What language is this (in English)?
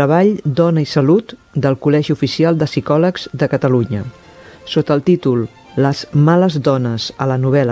Catalan